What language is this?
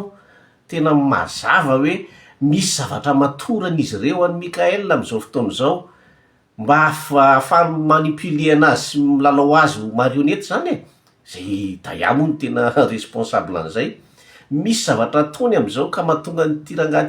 Malagasy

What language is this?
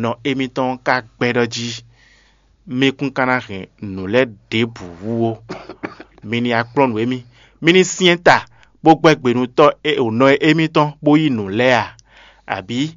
Fon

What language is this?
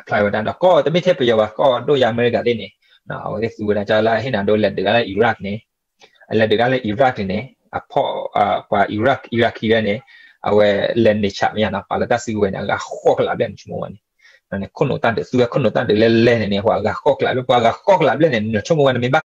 S'gaw Karen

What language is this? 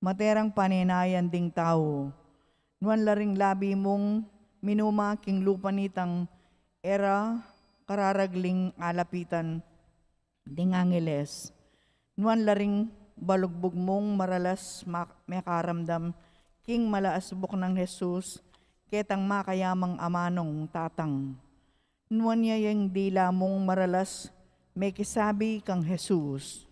Pampanga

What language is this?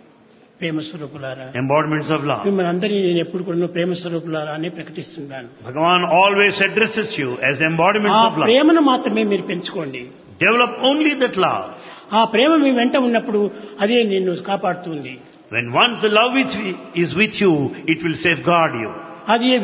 Telugu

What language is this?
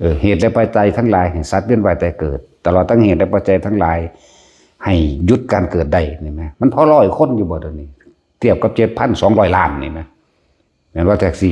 Lao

